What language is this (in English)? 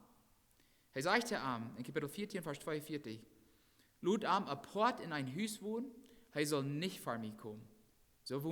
Plautdietsch